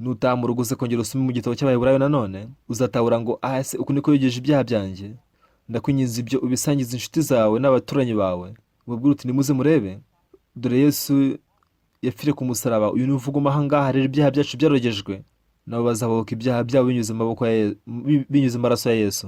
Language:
Kinyarwanda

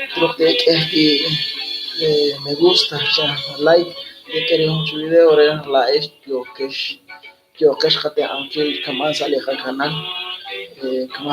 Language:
Kekchí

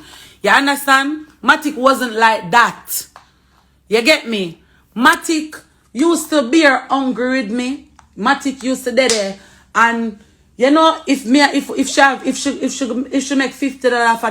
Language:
Jamaican Creole English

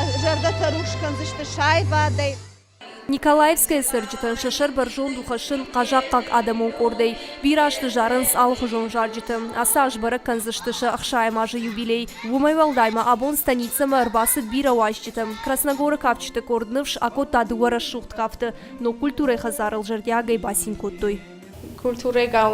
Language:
Ossetic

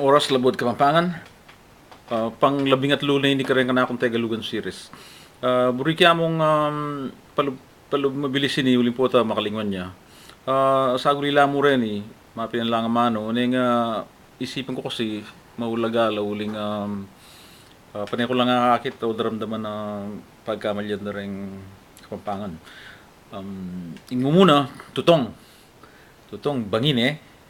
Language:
Pampanga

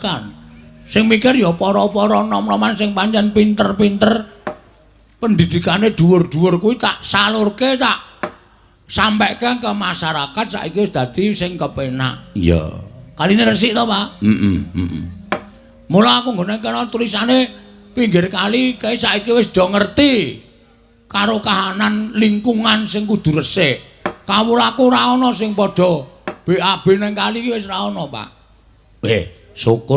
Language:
Javanese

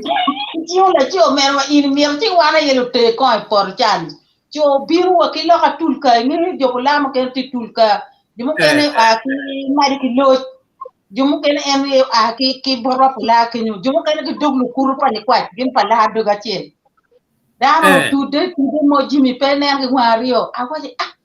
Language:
Acoli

